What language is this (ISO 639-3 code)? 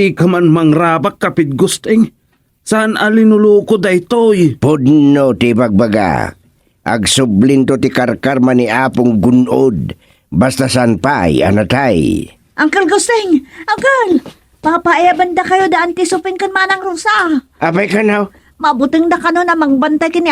ilo